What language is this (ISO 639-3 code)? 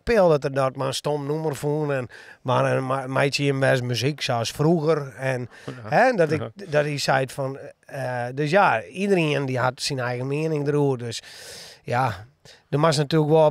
fry